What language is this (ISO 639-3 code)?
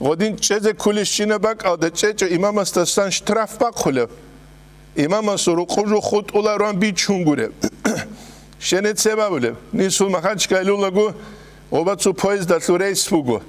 ava